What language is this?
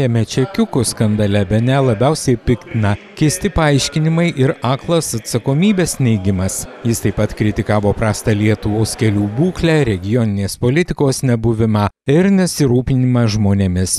Lithuanian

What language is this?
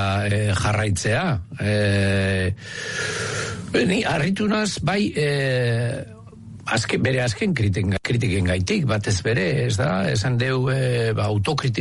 Basque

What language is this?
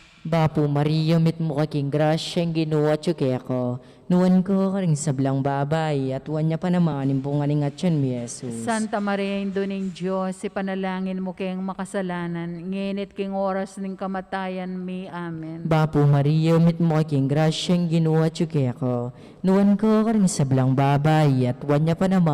Pampanga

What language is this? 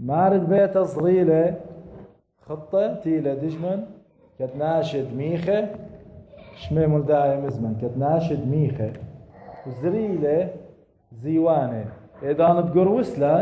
Assyrian Neo-Aramaic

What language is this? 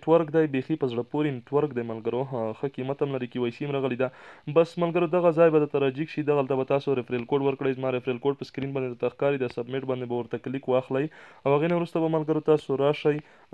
Pashto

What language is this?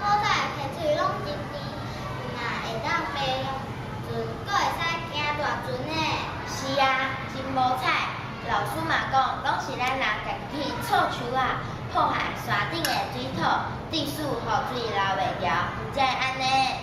Min Nan Chinese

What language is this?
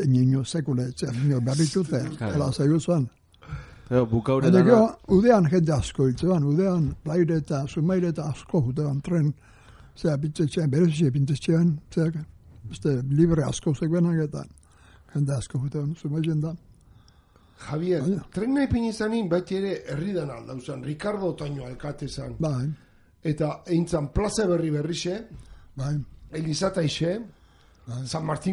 Basque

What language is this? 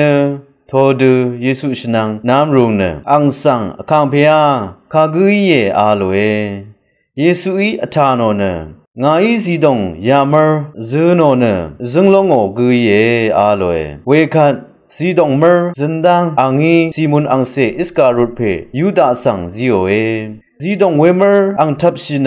Rawang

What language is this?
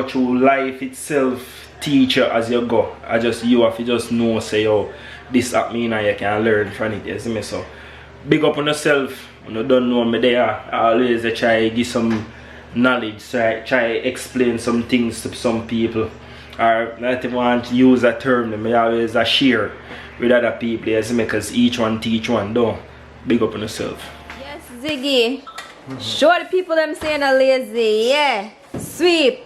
Jamaican Creole English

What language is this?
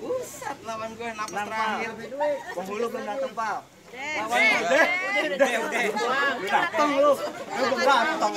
Betawi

